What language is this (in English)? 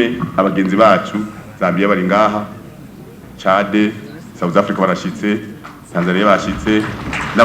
Rundi